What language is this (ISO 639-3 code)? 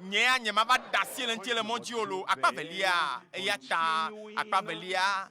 ewe